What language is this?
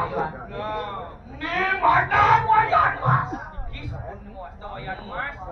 Balinese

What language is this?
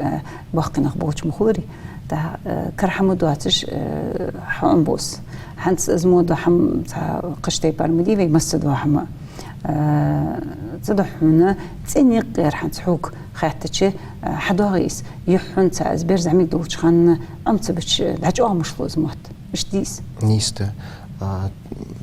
Ingush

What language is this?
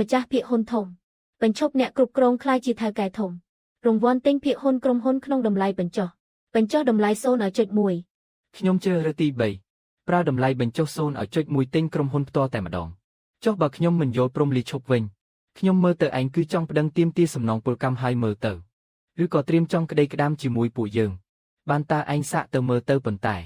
Khmer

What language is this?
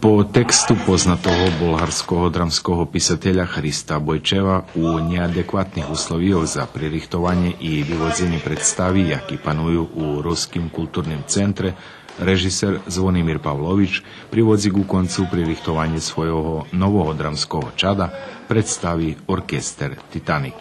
Rusyn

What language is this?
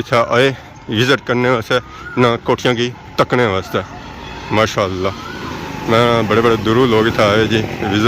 Pahari-Potwari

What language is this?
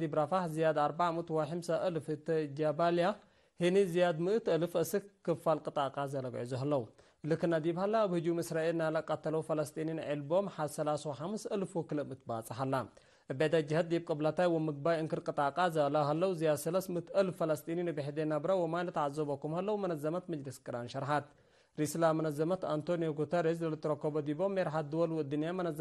Tigre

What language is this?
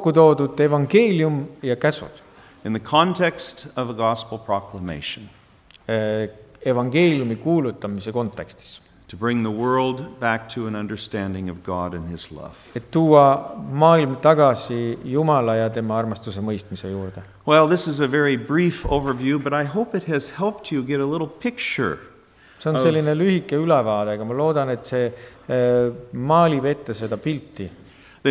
Estonian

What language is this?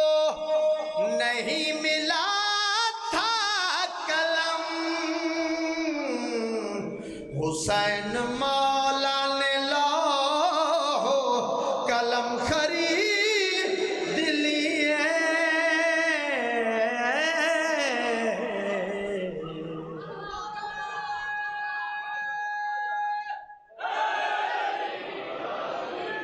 Urdu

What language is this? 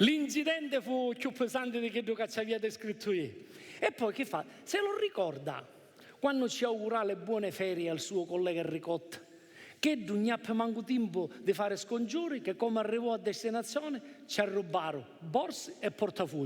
Sicilian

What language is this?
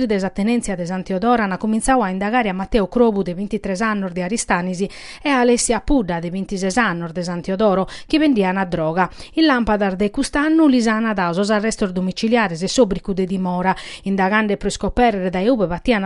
Sardinian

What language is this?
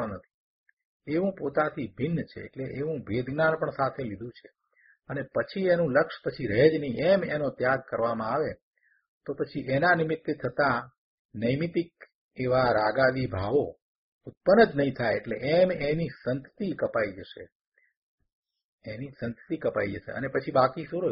Gujarati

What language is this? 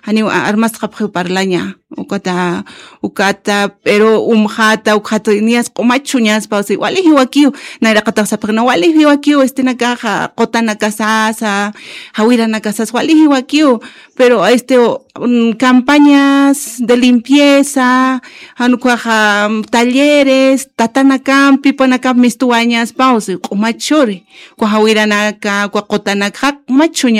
Aymara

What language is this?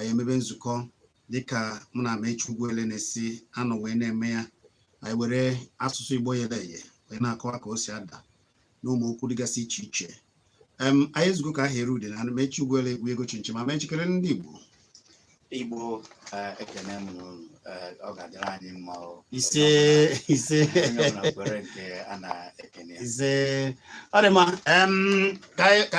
Igbo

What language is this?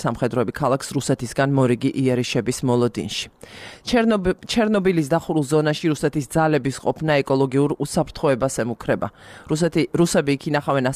Georgian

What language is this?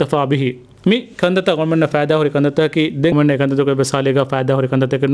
Divehi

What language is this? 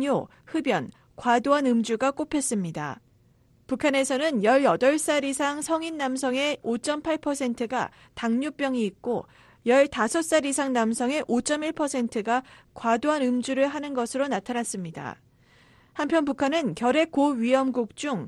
Korean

